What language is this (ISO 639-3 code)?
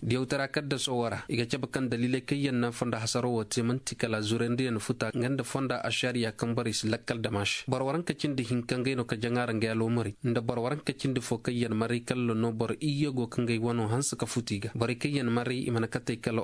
dje